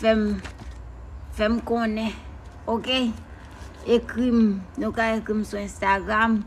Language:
Haitian Creole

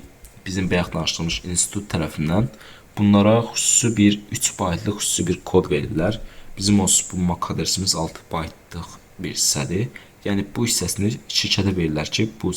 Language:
Azerbaijani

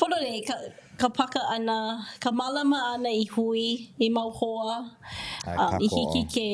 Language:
Hawaiian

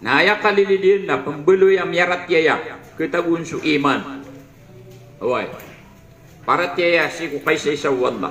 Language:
Maranao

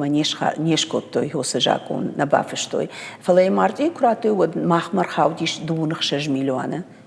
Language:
Ossetic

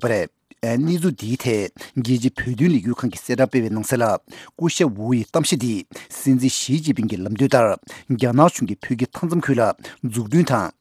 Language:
Tibetan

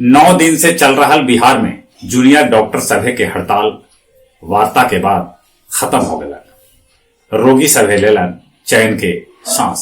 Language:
Magahi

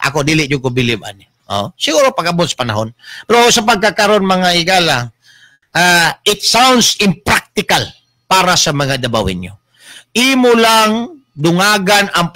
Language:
Cebuano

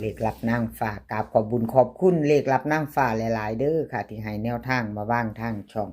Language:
Lao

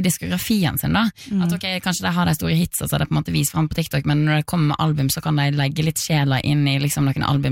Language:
Norwegian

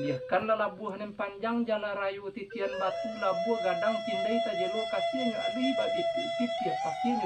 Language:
Minangkabau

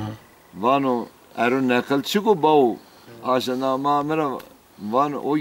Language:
Zaza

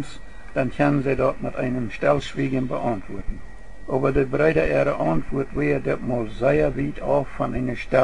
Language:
Plautdietsch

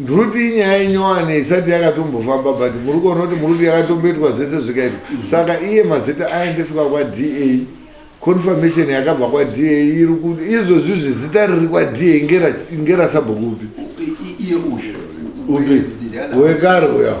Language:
Shona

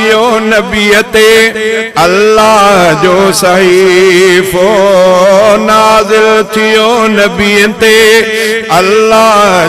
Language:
Sindhi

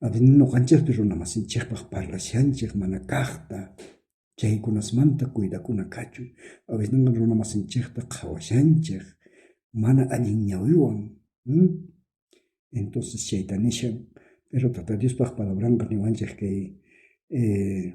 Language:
South Bolivian Quechua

